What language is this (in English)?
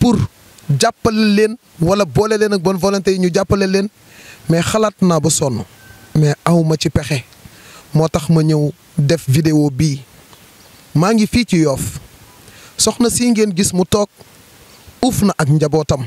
Wolof